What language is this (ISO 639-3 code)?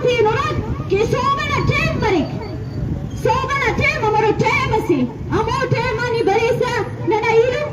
bgp